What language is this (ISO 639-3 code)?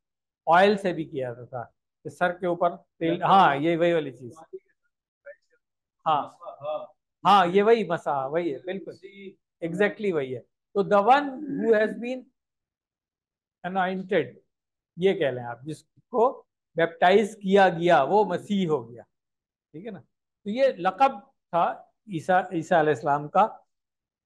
urd